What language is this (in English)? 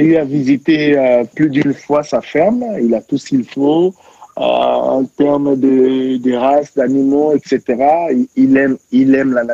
French